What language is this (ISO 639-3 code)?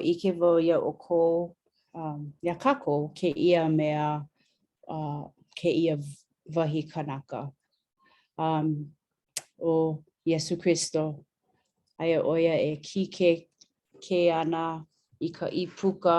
haw